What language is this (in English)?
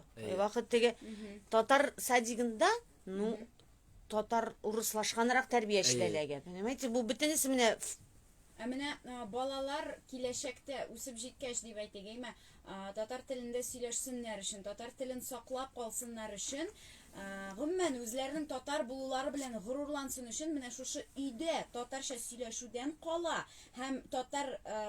Tatar